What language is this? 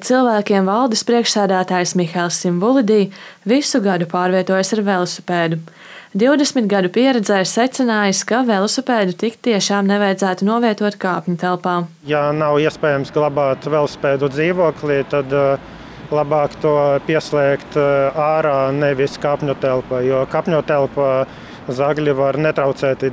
Latvian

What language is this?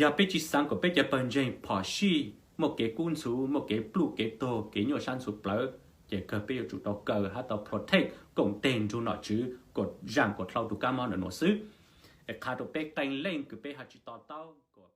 Hmong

